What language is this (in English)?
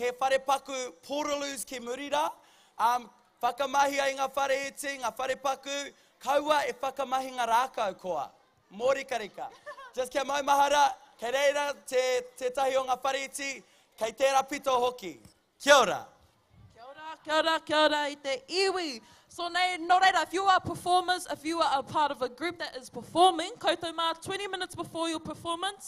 Māori